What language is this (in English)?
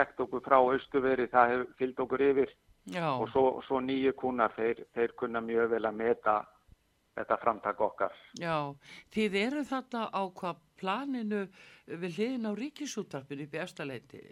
Icelandic